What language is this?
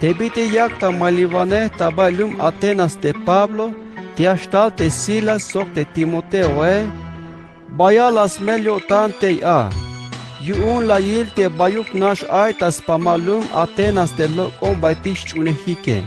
Tzeltal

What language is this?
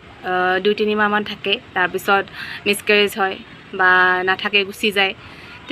Assamese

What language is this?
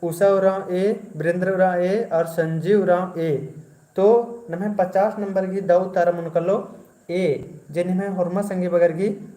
Kurukh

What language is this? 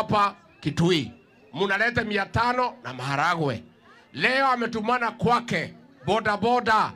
Meru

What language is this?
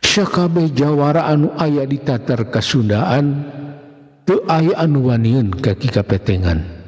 Sundanese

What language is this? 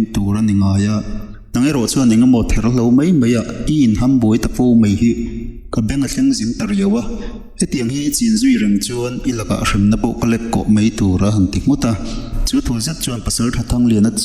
Mizo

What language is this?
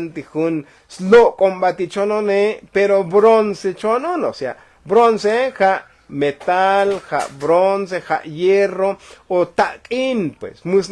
Tzotzil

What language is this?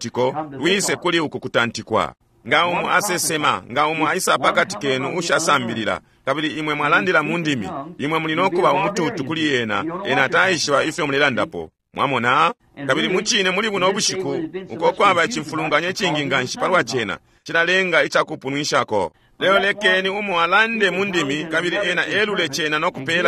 Bemba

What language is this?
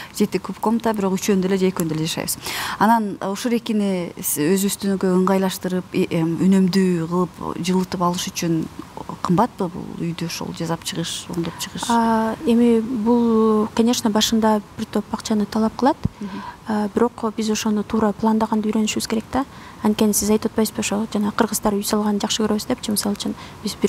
Kyrgyz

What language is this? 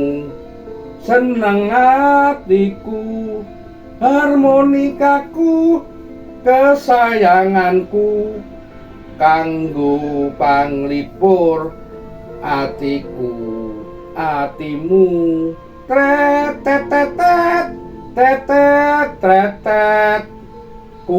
Javanese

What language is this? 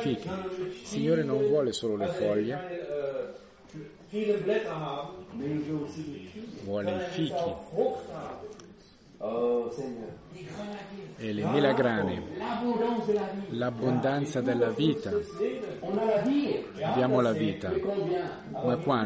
Italian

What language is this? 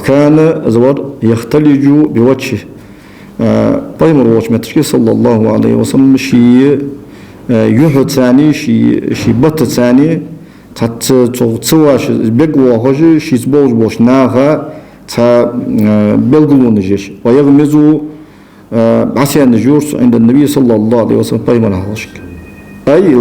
Ingush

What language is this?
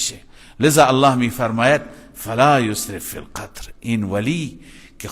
Persian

